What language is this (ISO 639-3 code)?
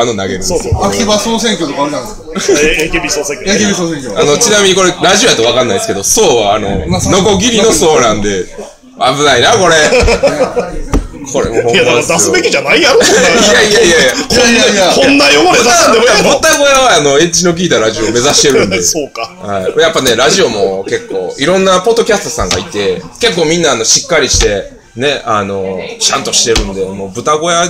jpn